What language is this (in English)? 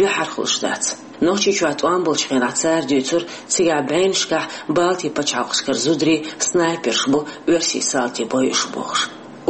Chechen